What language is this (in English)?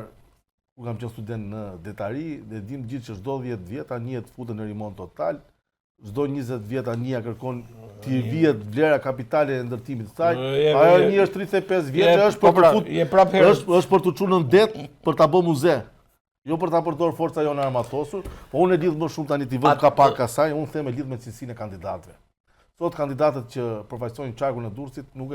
Albanian